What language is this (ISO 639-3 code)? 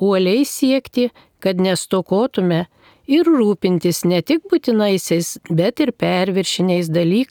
lit